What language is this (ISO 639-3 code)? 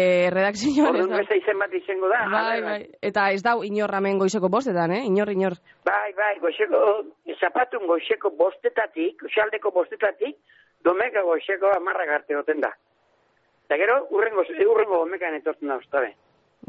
eus